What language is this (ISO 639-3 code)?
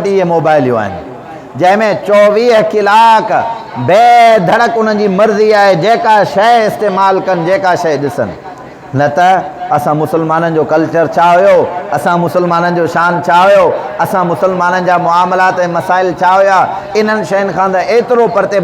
snd